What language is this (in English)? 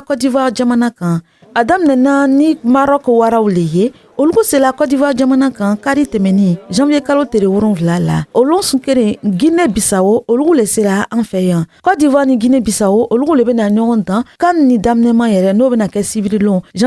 Bambara